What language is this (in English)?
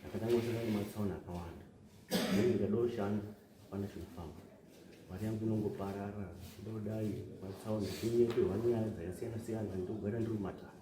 Shona